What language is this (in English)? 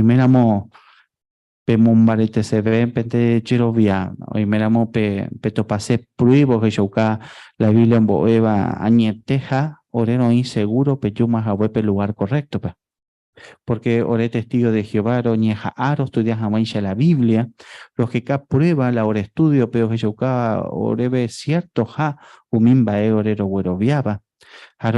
Guarani